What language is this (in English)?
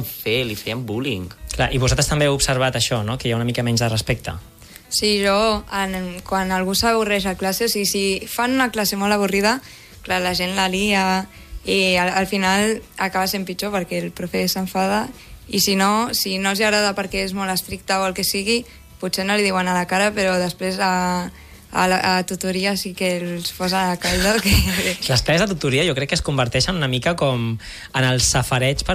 Catalan